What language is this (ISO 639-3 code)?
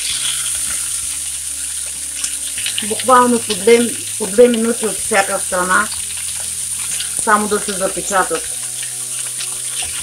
bul